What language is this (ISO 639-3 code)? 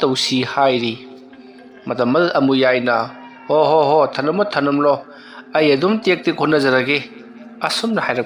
mni